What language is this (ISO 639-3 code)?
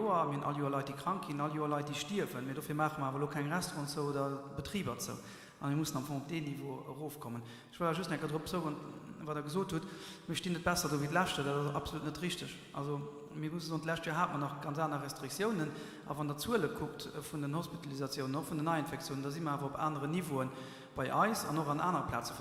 ltz